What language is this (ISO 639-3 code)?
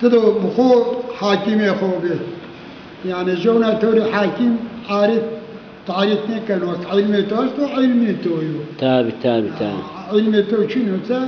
zza